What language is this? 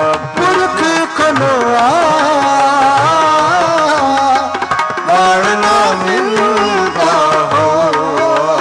Punjabi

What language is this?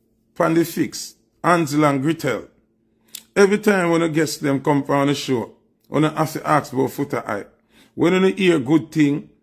Jamaican Creole English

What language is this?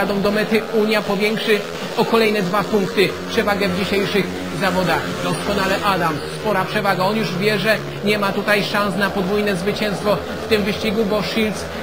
Polish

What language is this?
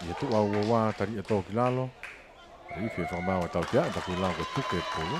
Tongan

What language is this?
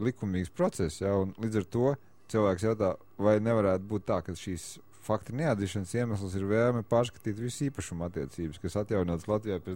Latvian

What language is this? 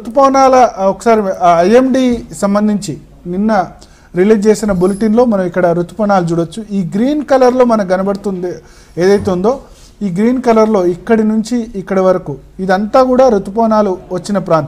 Telugu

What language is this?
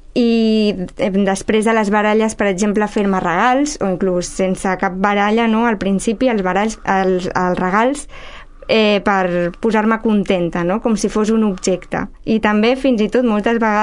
Catalan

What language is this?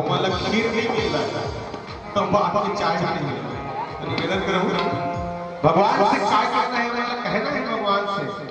Chhattisgarhi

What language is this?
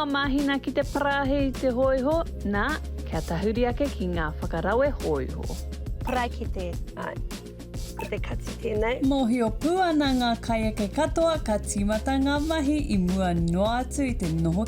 Māori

